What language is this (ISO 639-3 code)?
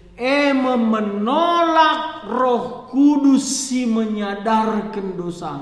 btx